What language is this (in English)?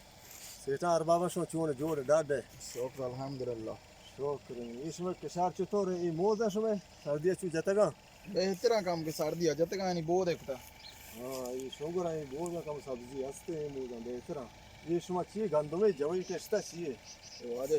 Eastern Balochi